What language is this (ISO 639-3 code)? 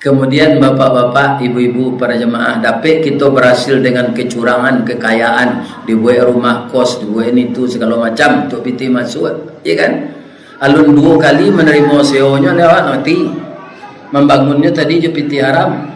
min